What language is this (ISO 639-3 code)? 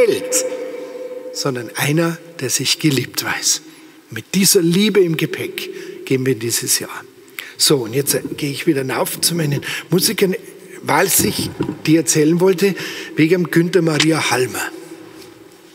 deu